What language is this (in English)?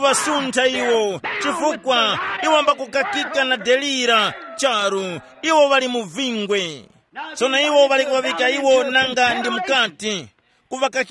Tumbuka